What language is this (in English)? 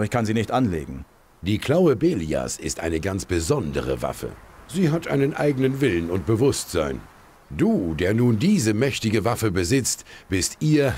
Bavarian